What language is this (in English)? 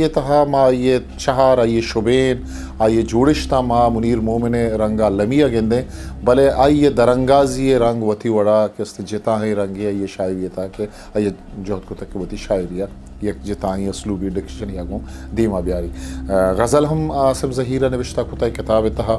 Eastern Balochi